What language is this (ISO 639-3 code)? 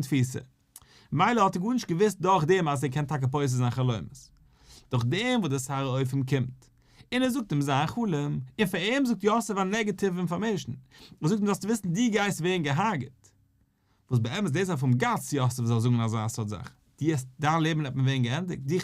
yid